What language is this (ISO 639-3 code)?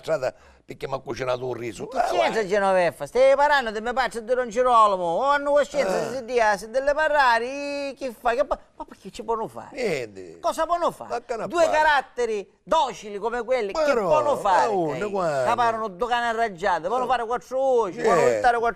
scn